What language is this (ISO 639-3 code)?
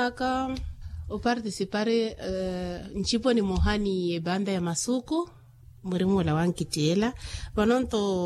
vmw